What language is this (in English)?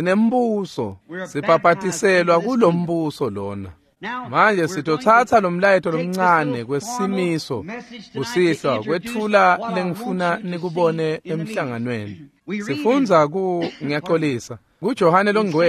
Swati